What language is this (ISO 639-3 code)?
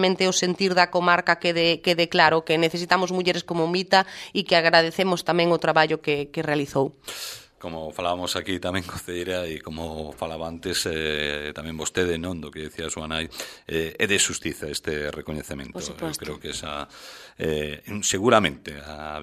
glg